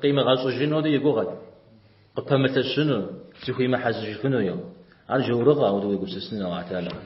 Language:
Kabardian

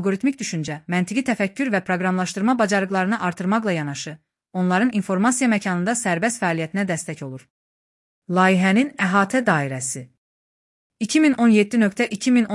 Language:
Azerbaijani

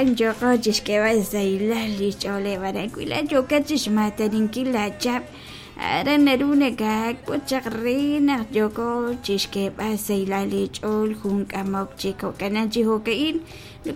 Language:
Kekchí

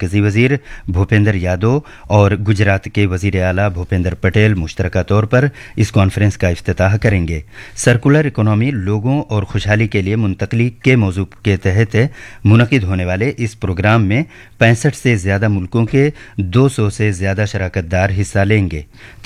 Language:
Urdu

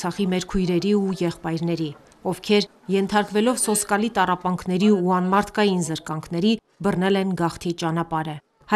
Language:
Armenian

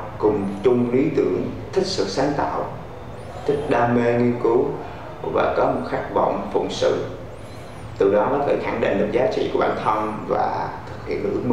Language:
Vietnamese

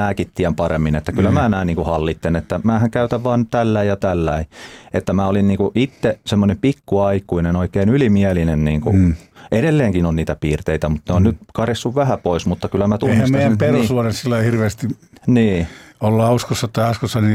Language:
Finnish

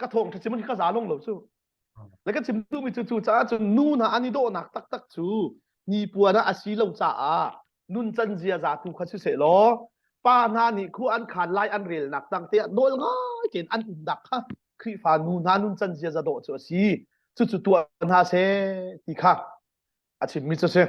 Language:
Hakha Chin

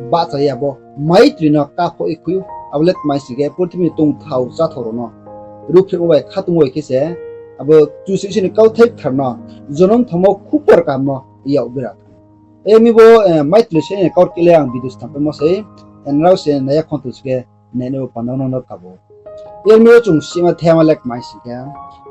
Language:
Riang (India)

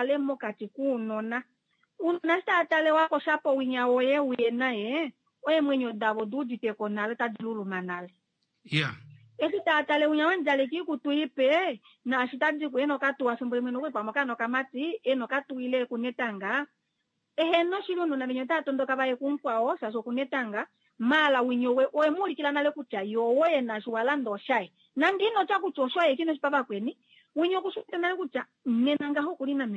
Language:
Kuanyama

